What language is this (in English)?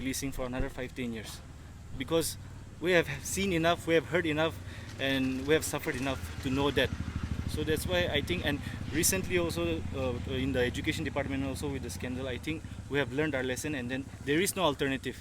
Naga Pidgin